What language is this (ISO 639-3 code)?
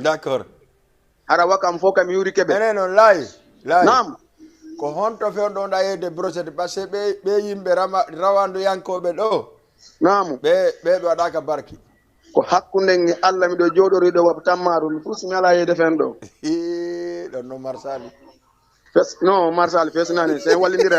ful